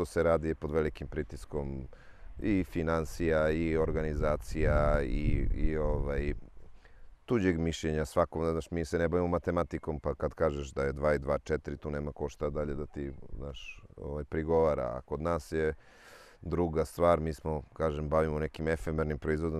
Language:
Serbian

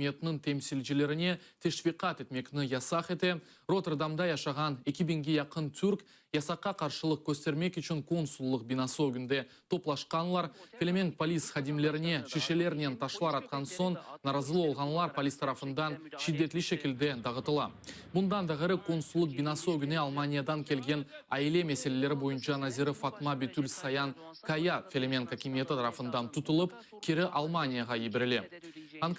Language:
Crimean Tatar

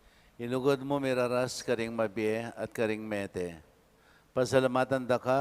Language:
Pampanga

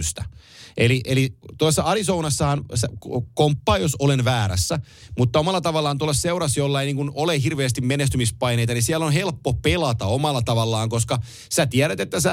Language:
Finnish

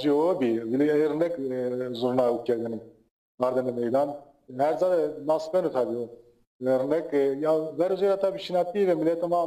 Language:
Zaza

